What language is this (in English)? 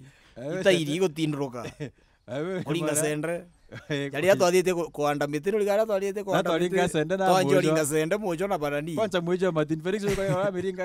Meru